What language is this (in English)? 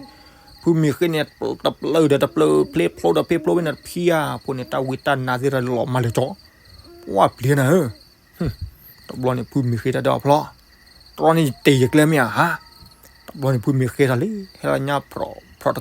S'gaw Karen